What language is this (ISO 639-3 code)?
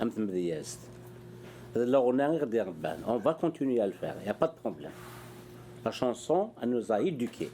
kab